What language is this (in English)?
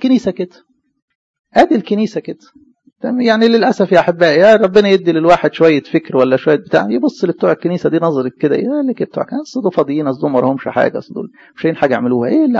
Egyptian Arabic